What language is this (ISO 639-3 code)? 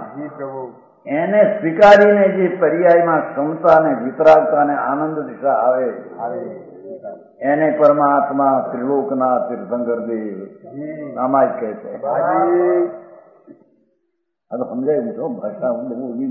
guj